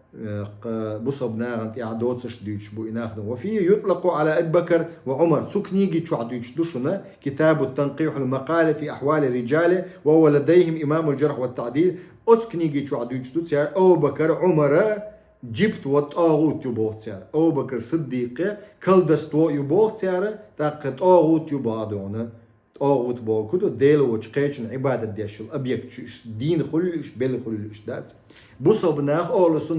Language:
Chechen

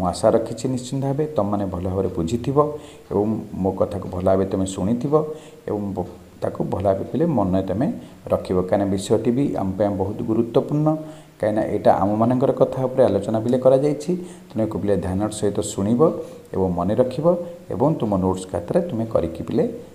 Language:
Odia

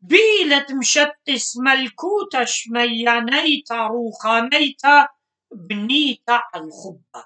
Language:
Assyrian Neo-Aramaic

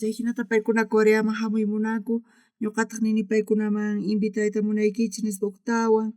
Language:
South Bolivian Quechua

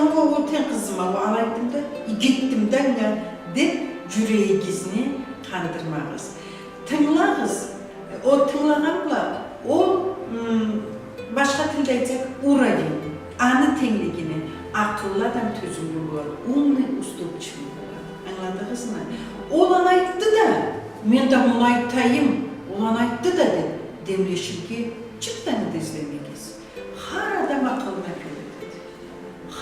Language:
Karachay-Balkar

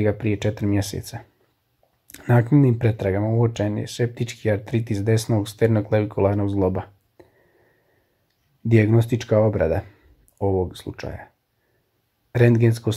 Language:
Croatian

